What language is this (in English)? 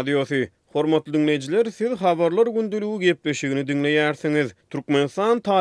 Turkmen